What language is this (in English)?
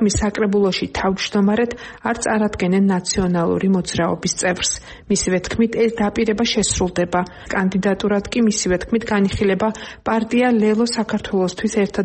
Georgian